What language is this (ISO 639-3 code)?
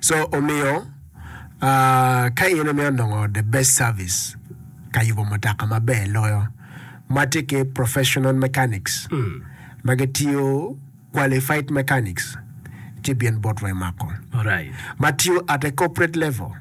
ach